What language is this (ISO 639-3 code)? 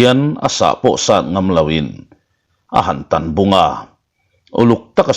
lus